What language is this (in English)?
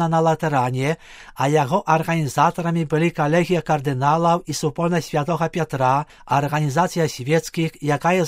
Belarusian